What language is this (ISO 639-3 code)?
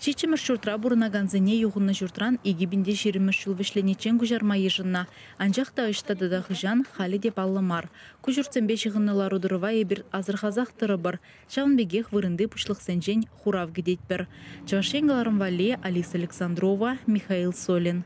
chv